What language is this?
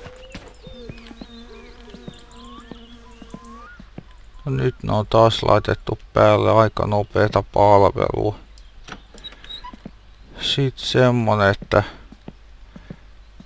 Finnish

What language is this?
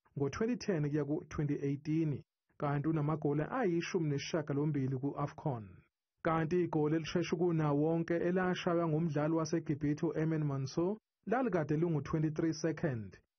Zulu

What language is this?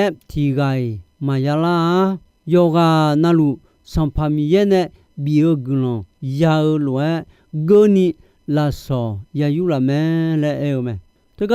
Akha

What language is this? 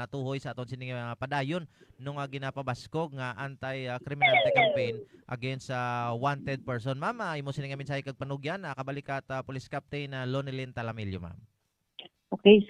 Hiligaynon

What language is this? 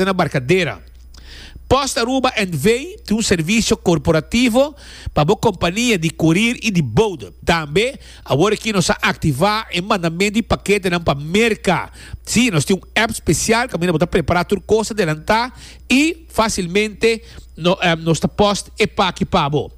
Papiamento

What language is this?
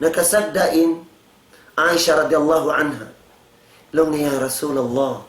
Tausug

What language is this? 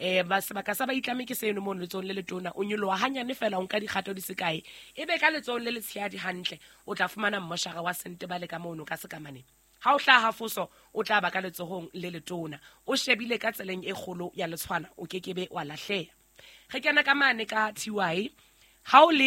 Southern Sotho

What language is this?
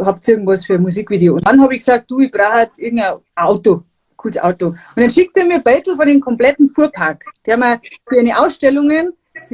Bavarian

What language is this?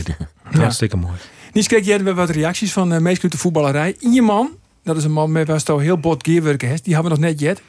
Western Frisian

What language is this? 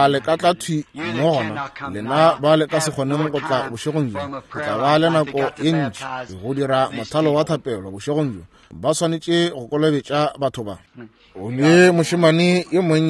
Northern Sotho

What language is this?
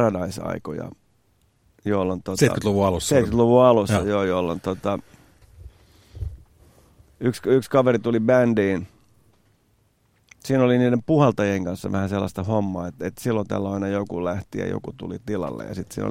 Finnish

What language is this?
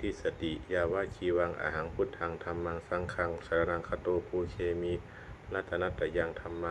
Pali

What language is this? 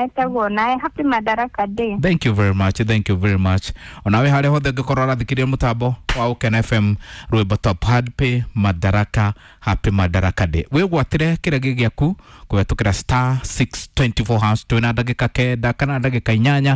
Kikuyu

